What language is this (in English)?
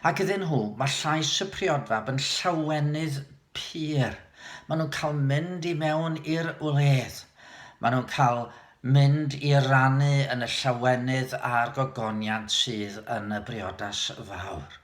Welsh